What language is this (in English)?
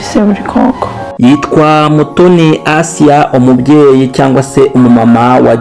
Kinyarwanda